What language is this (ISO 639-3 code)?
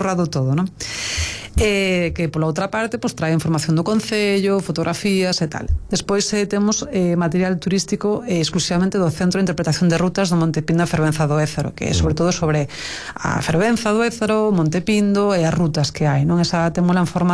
glg